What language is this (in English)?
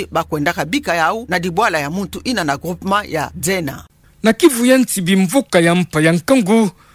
Kituba (Democratic Republic of Congo)